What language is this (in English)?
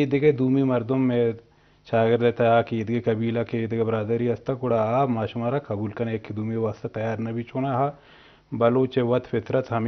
Eastern Balochi